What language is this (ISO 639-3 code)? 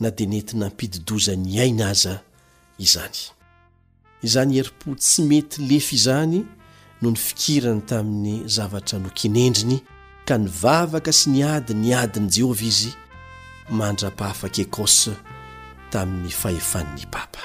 mlg